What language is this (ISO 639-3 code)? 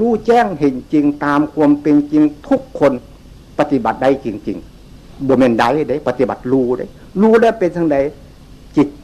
tts